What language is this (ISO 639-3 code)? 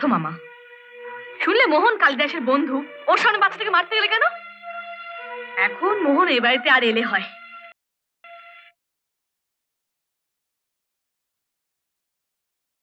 ben